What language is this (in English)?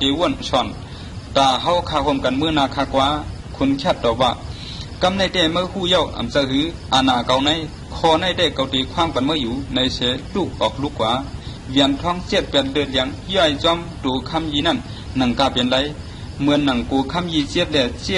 Shan